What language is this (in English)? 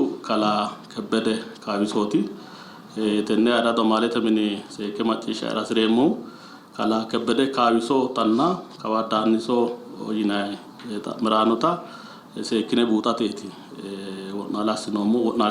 Sidamo